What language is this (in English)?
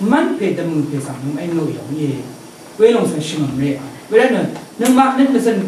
Rawang